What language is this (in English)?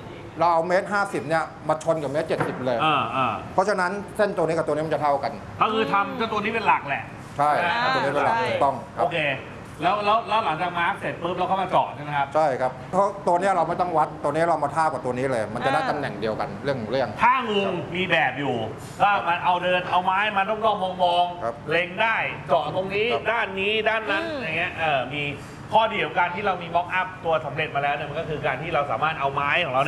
Thai